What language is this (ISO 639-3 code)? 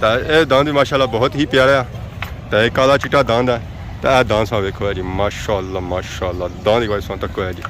phr